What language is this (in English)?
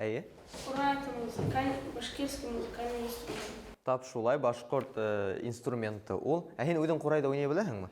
Bashkir